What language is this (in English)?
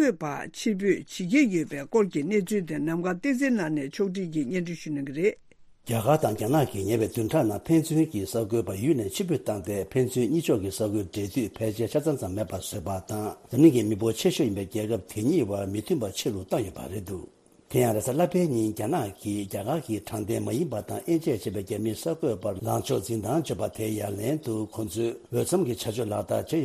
Tibetan